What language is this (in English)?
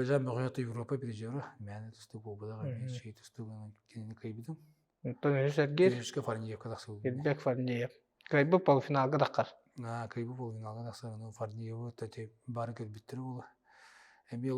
Yakut